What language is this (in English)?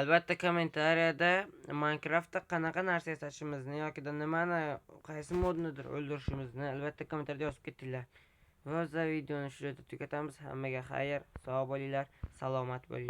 Uzbek